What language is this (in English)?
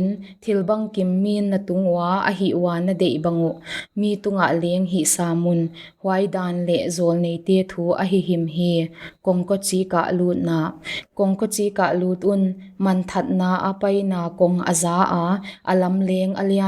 Paite Chin